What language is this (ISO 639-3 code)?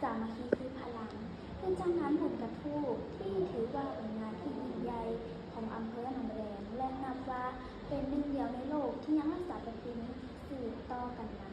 lao